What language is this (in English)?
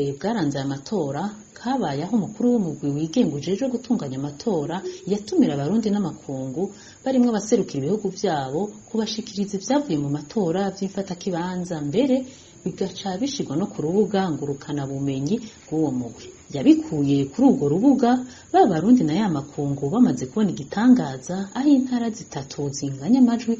Rundi